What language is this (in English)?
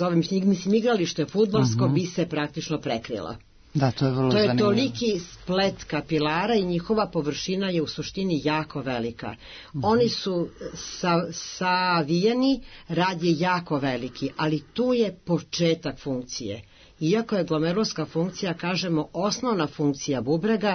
Serbian